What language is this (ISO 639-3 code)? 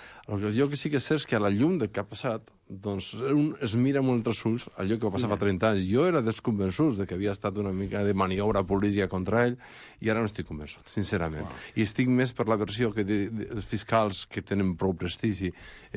cat